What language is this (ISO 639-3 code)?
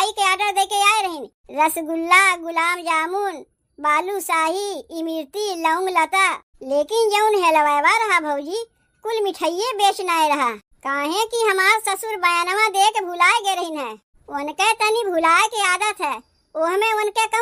awa